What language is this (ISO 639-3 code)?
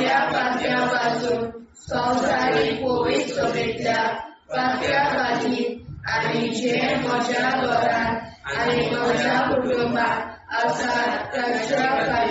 kok